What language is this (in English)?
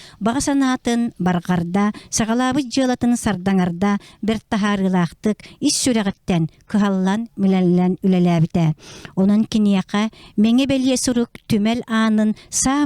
Yakut